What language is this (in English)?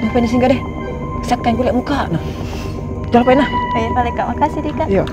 Makassar Malay